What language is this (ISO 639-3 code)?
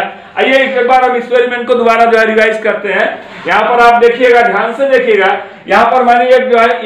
hin